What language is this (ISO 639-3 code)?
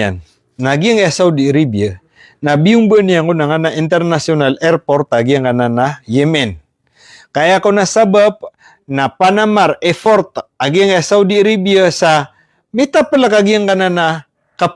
mrw